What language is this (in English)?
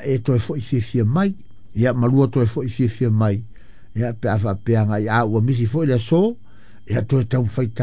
Samoan